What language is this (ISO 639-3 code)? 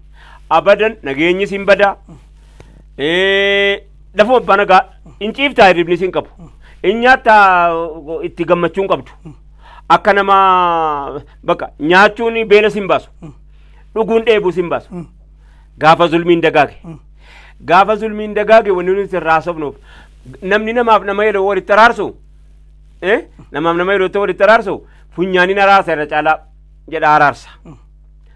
orm